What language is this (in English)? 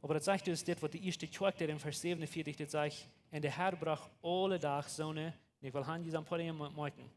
Plautdietsch